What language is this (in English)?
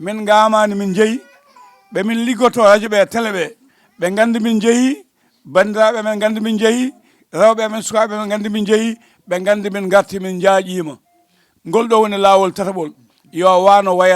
Fula